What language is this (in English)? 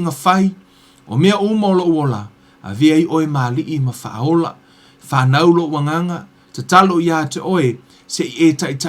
Samoan